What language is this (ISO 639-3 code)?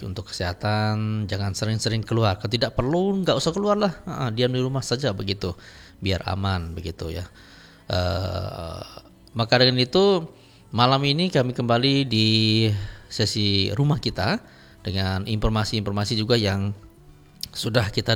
ind